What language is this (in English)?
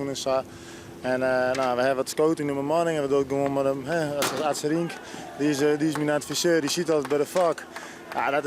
Western Frisian